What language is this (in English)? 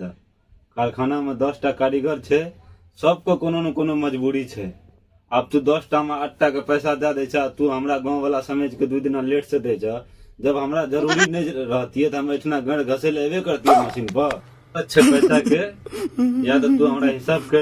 Maithili